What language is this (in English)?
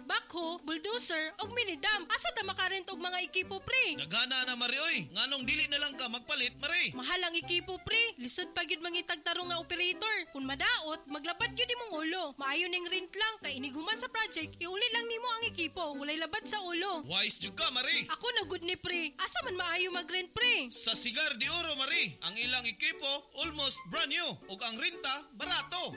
Cebuano